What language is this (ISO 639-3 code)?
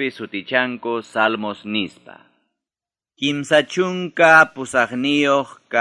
quy